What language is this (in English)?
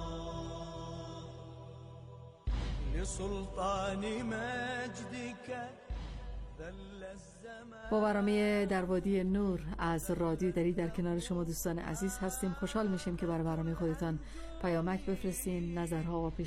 Persian